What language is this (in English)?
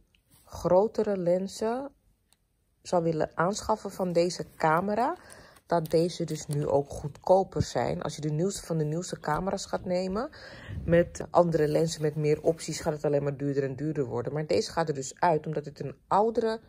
Dutch